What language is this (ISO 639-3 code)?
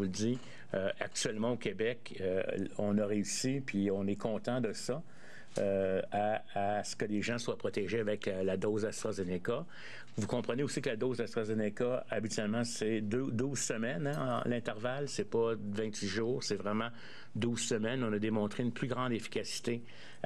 fra